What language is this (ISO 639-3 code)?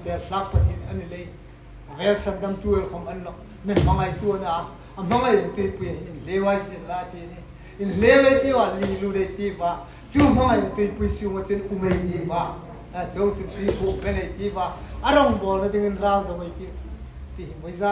hmr